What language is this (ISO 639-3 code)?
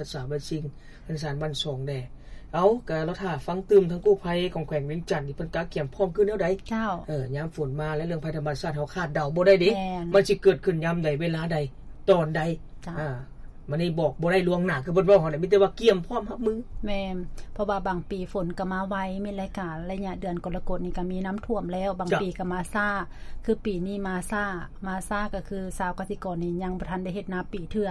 lao